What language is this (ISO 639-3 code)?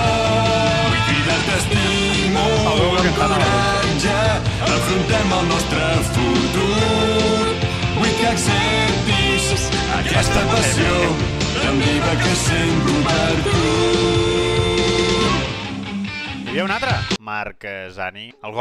cat